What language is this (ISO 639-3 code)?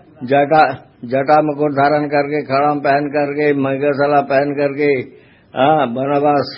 hin